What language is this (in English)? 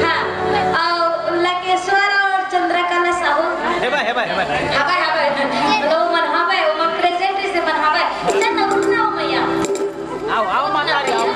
Chhattisgarhi